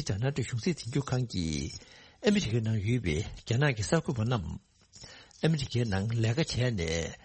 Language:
Tibetan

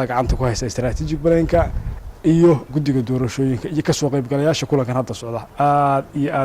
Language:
Somali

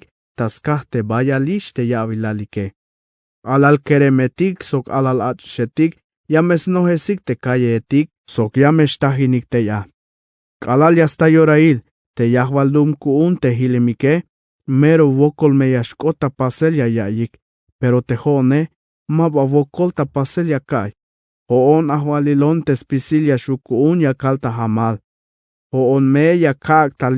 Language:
Tzeltal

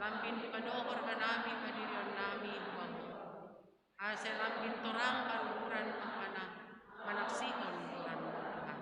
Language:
Batak Simalungun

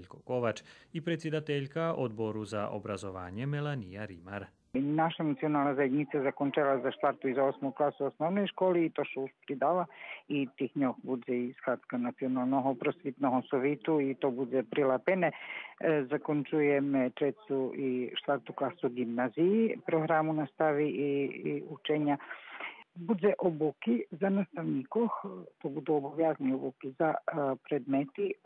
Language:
Rusyn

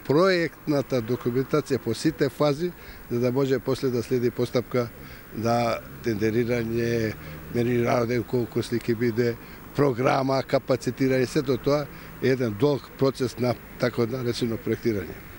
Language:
Macedonian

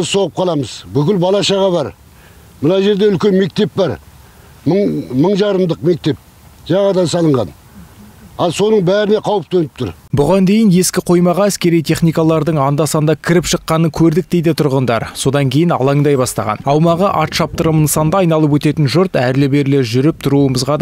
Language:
Kazakh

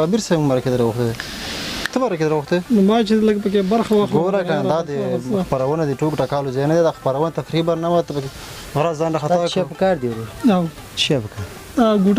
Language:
Pashto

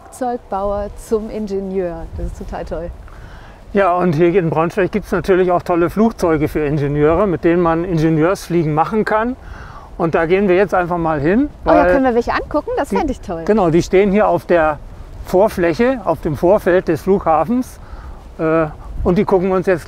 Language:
German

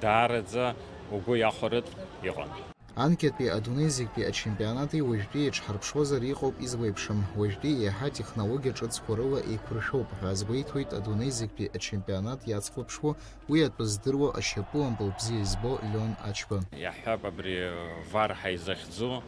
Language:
Abkhazian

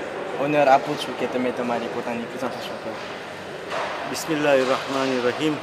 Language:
Gujarati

